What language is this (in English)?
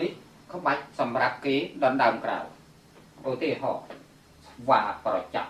Khmer